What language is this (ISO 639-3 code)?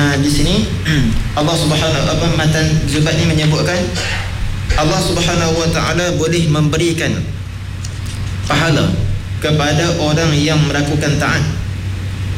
msa